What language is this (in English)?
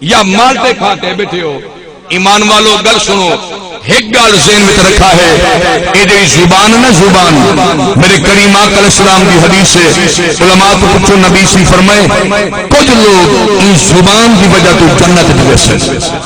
Saraiki